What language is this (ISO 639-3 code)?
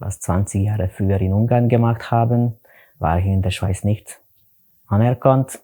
gsw